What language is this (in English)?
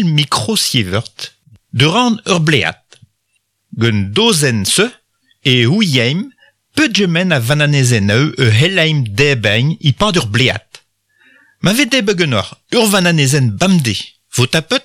Breton